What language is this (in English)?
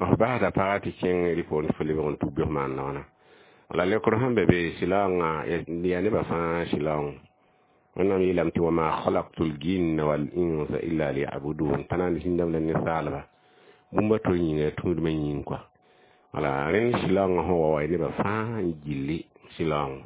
Mossi